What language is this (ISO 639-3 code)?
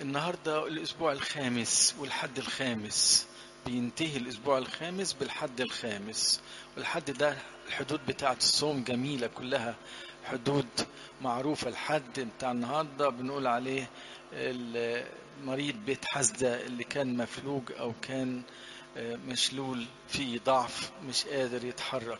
arz